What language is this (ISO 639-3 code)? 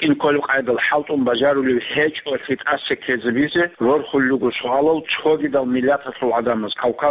ava